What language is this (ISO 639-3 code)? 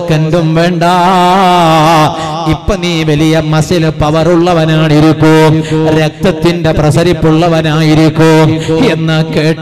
mal